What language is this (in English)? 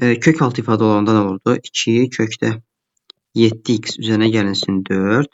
Azerbaijani